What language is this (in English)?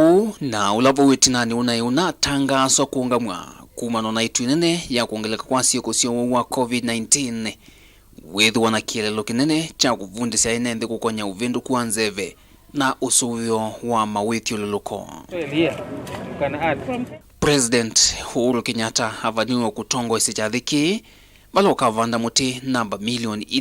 Kamba